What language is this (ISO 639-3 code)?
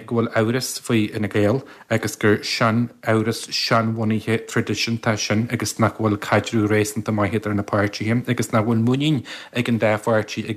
gle